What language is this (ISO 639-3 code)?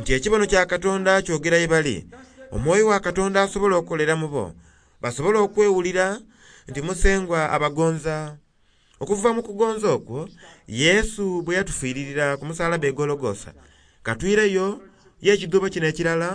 xog